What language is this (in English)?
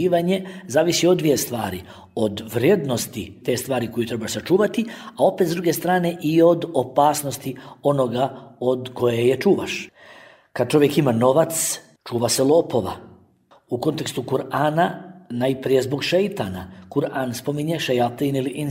Bosnian